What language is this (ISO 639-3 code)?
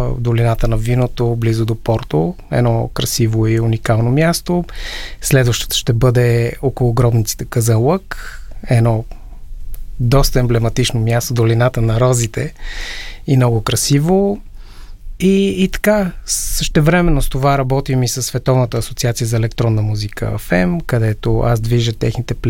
bul